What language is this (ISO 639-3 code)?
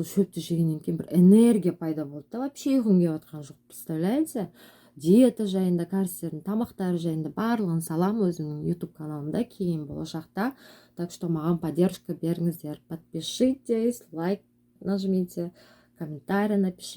kaz